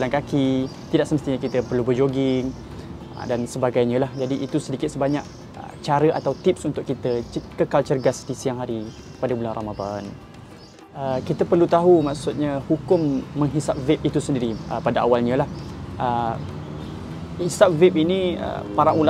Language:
Malay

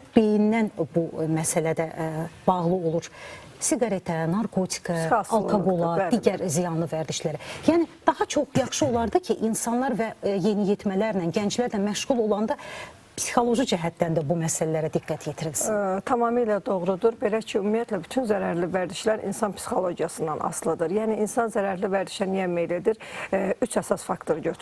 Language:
Azerbaijani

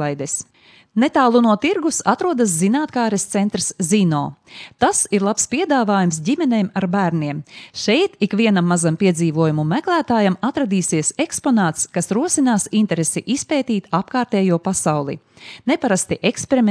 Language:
Latvian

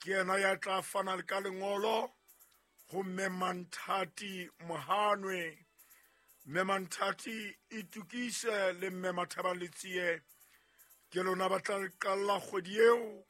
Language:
Southern Sotho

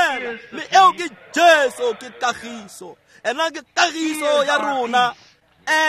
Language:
Tswana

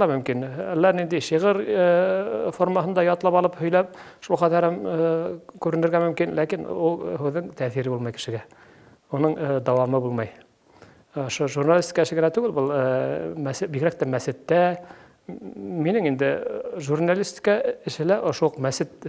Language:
Bashkir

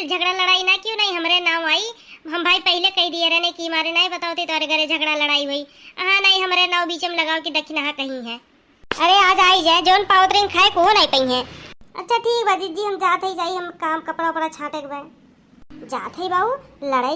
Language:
Awadhi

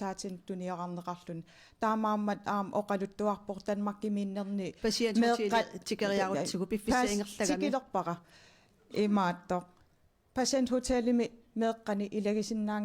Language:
Kalaallisut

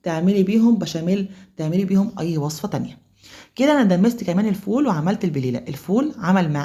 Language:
Egyptian Arabic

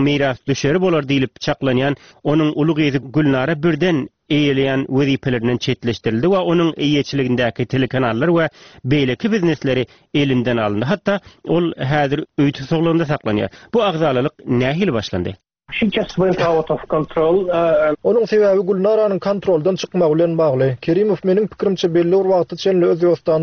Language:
Turkmen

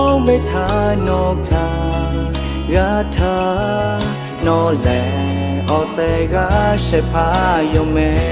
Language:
Lahu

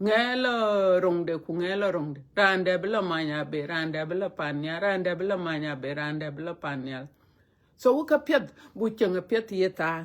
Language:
Dinka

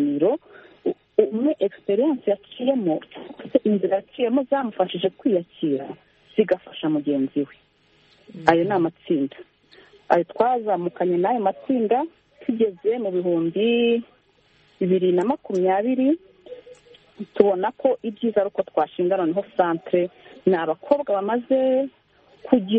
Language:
Kinyarwanda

